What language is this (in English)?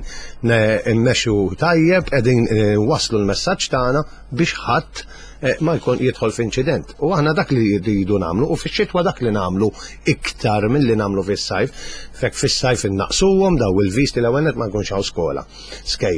Maltese